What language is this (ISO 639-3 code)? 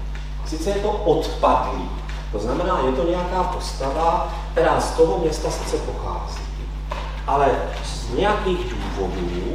ces